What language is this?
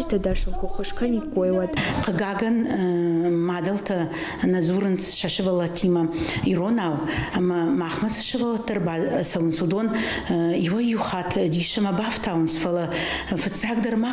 Ossetic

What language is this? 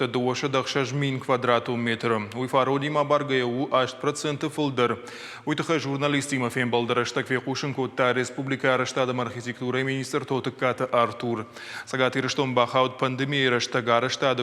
Ossetic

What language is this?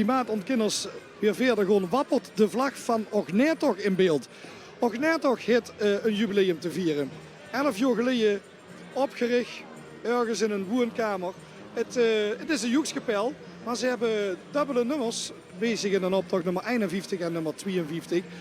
Limburgish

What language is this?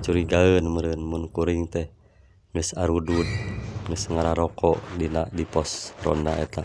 Sundanese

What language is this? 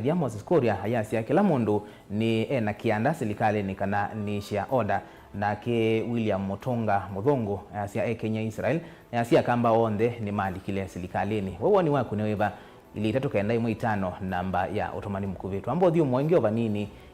Kamba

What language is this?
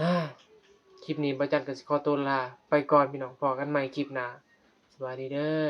Northeastern Thai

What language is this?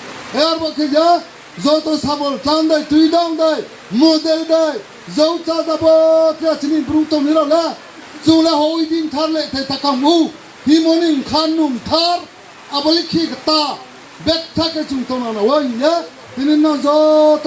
Riang (India)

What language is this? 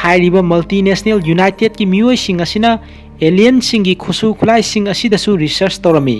Manipuri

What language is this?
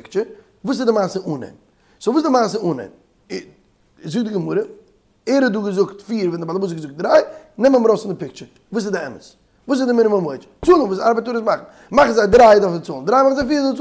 Yiddish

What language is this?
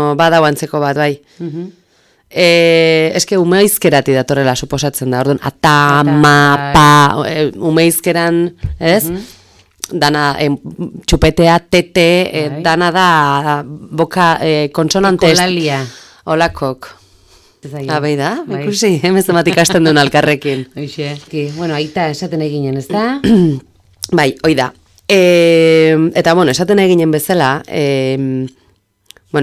Basque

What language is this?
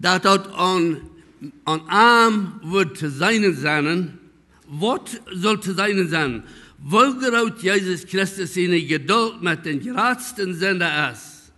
Plautdietsch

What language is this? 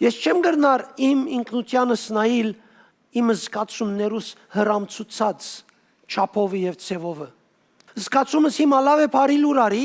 Western Armenian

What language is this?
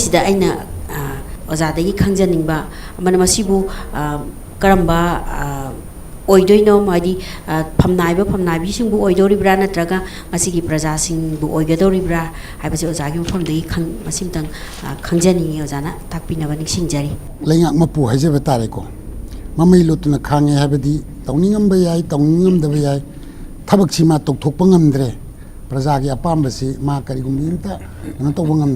Manipuri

